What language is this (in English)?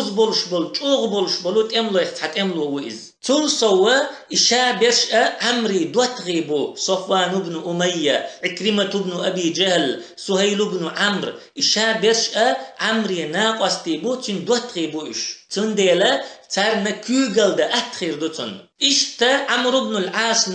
Chechen